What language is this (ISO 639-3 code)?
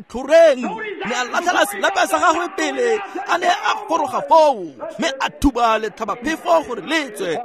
tsn